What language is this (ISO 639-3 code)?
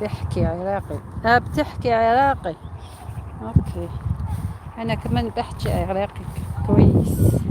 arq